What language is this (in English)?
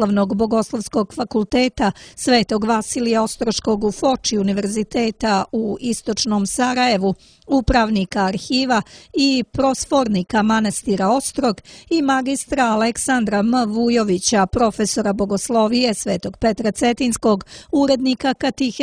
Serbian